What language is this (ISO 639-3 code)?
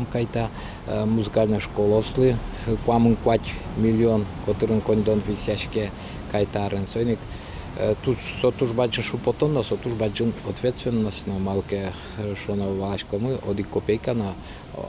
udm